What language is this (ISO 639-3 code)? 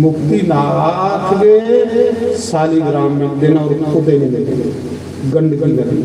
doi